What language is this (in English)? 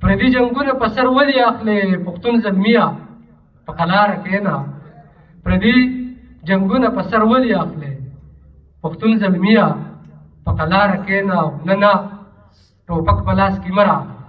Pashto